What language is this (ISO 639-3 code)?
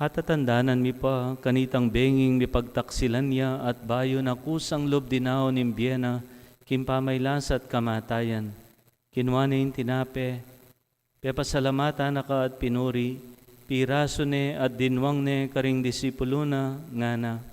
pam